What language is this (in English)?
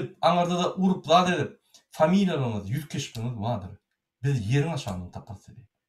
Turkmen